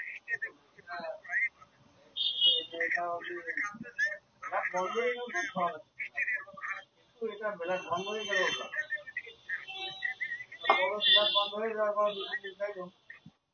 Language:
Bangla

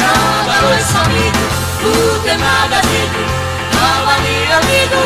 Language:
Nias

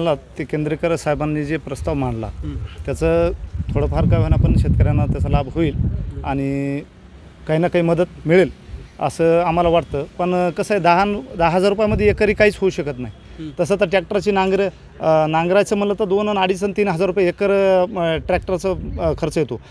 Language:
Marathi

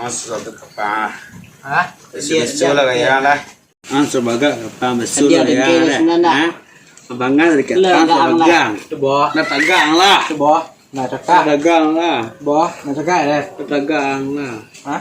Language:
Minangkabau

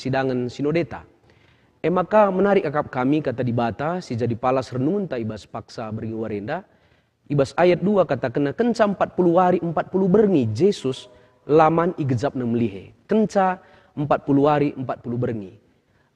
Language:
Batak Karo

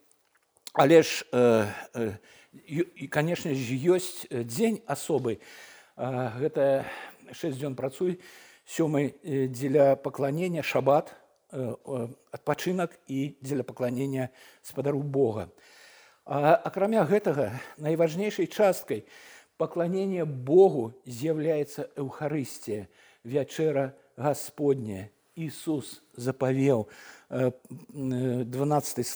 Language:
Belarusian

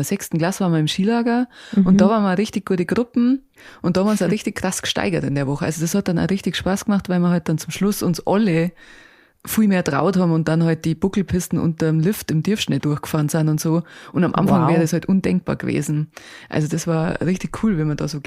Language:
Bavarian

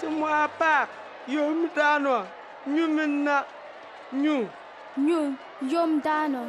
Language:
Bimoba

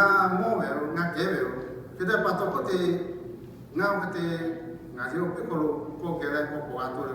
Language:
Lahu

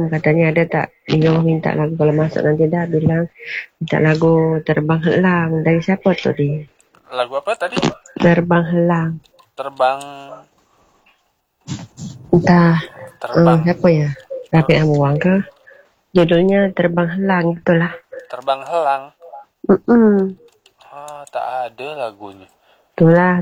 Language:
Malay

